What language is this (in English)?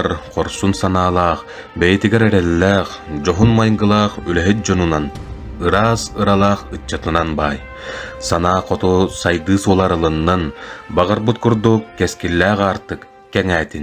Yakut